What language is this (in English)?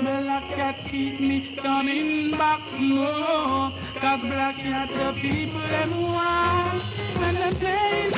Jamaican Creole English